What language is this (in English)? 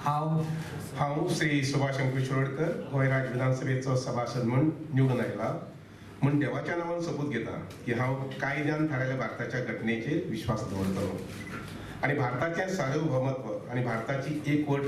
Konkani